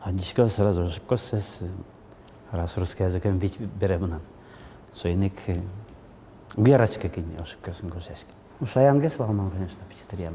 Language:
Udmurt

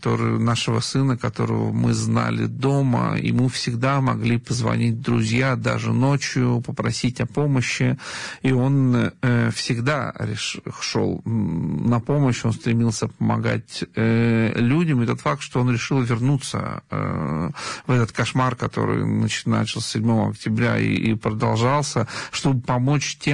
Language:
Russian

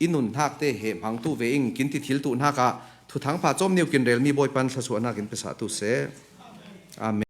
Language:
Falam Chin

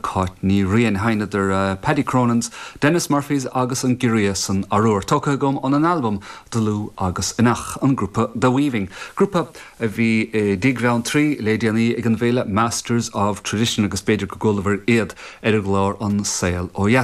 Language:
Irish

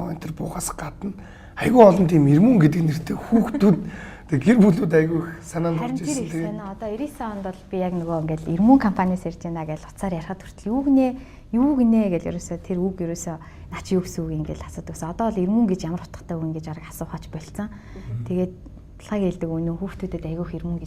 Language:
Mongolian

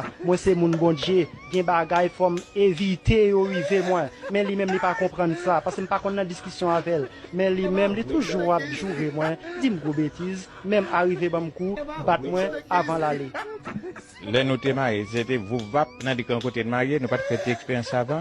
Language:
Haitian Creole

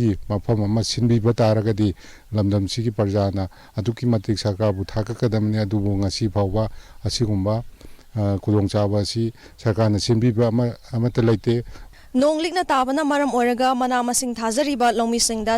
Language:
Manipuri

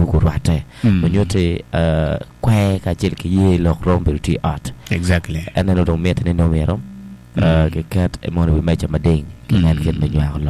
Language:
Acoli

